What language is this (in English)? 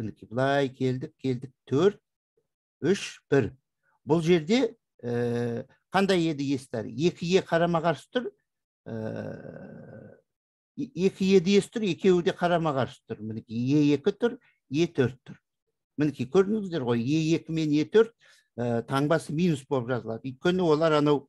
Kazakh